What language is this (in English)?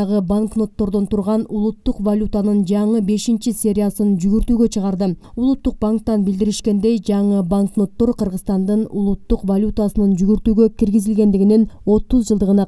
Kyrgyz